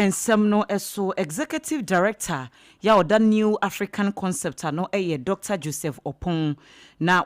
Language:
Akan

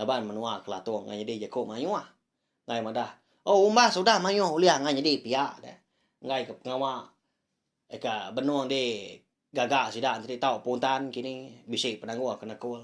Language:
Iban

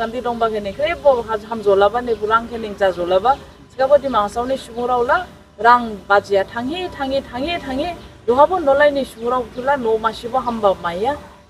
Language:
Dimasa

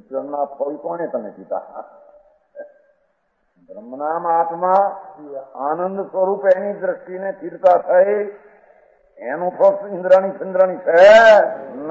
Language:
Gujarati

